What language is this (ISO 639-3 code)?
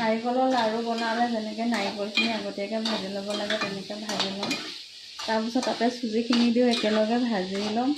asm